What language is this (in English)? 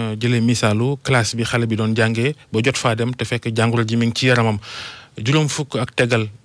Wolof